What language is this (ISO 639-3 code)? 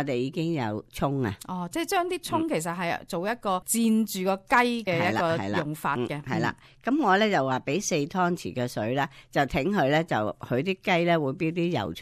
yue